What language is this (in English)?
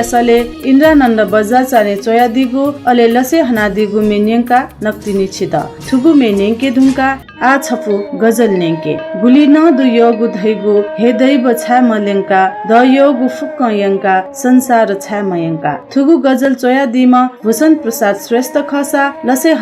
Newari